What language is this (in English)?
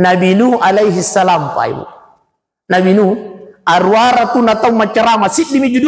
Buginese